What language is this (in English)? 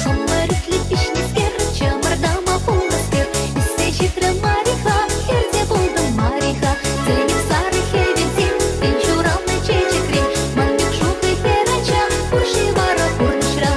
Chuvash